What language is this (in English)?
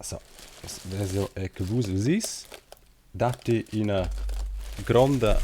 Romansh